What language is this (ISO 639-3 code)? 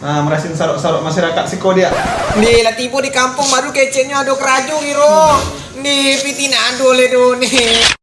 min